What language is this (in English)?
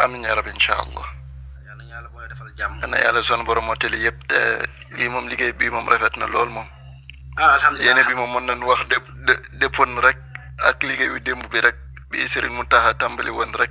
Wolof